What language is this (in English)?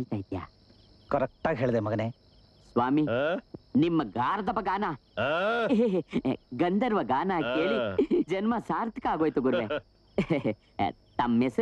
Kannada